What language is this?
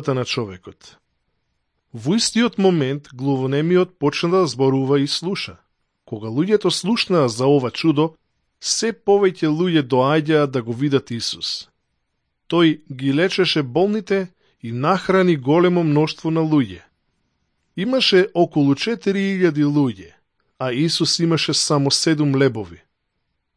Macedonian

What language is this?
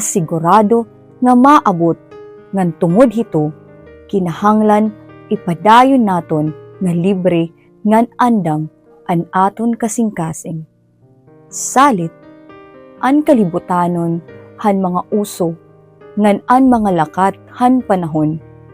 Waray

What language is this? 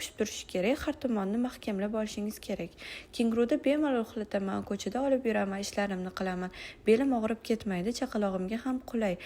Uzbek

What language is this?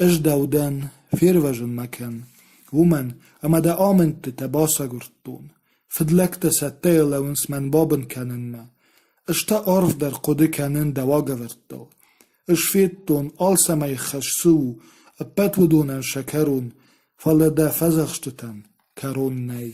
Ossetic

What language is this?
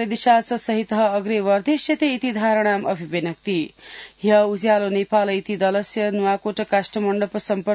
Sanskrit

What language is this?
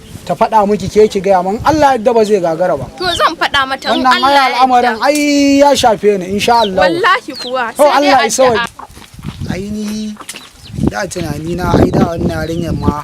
Hausa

